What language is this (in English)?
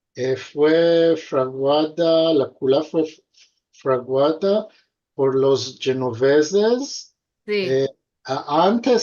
Ladino